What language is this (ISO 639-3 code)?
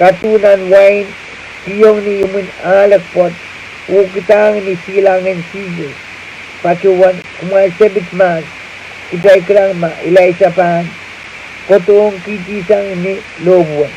pon